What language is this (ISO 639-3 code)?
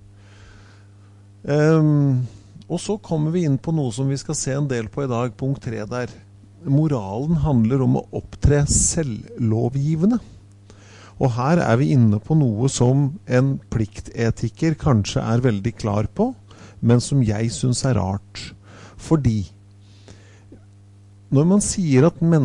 nor